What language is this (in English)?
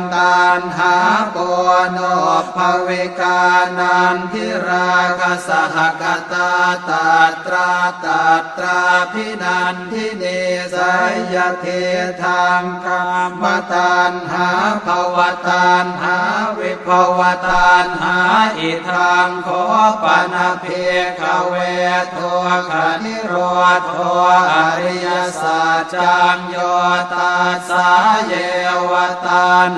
Pali